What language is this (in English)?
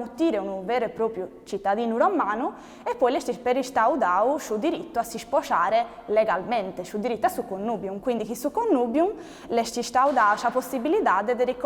Sardinian